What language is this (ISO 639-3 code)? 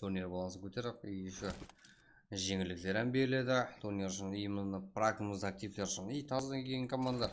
kaa